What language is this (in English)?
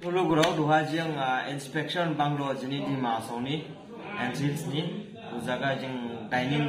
Dimasa